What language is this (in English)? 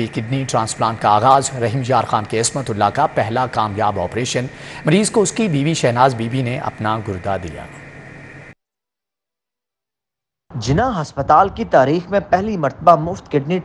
Urdu